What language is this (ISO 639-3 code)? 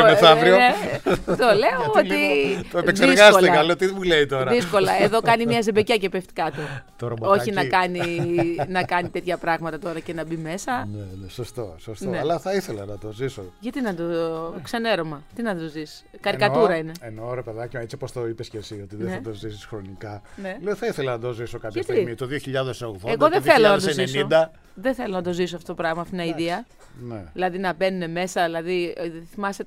ell